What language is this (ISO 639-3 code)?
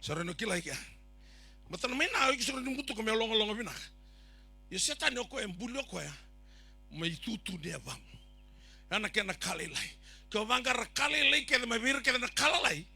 fij